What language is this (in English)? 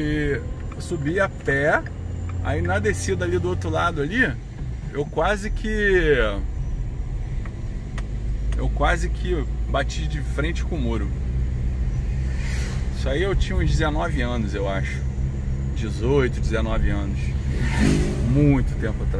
Portuguese